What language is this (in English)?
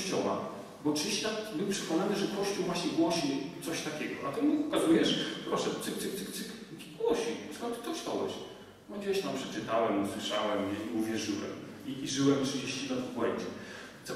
Polish